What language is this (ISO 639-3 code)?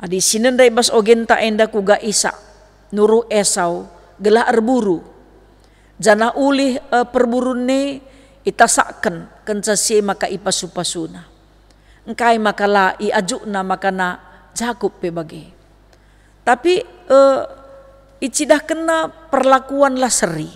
btx